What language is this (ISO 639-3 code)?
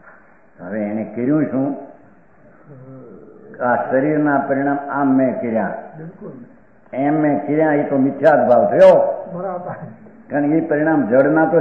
guj